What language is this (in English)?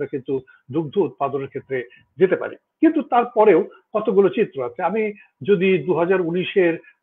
Bangla